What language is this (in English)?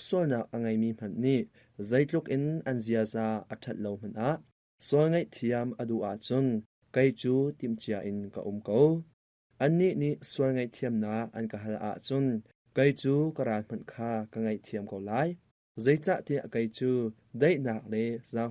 Hakha Chin